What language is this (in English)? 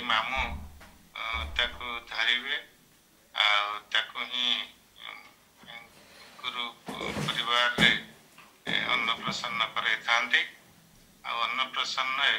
Odia